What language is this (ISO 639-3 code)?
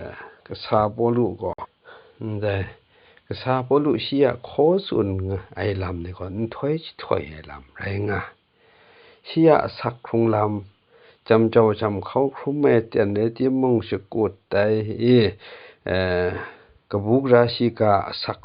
kac